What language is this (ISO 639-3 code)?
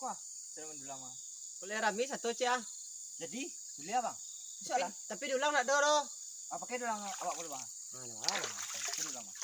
min